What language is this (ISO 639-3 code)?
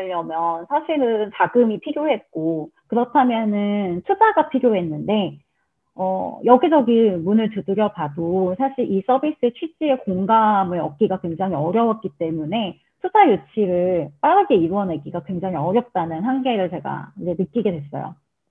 kor